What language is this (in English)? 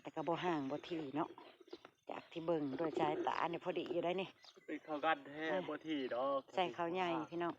Northeastern Thai